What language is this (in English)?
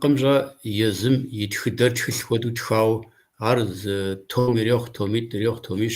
Kabardian